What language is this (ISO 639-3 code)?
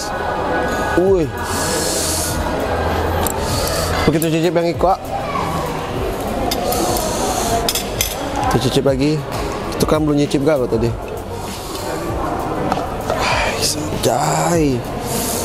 ind